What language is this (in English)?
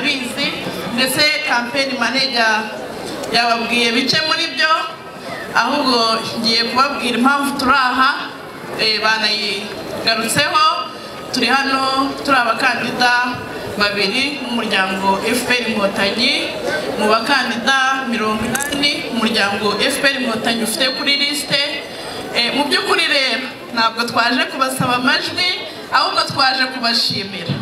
Kinyarwanda